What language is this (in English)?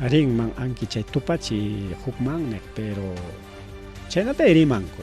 Ayacucho Quechua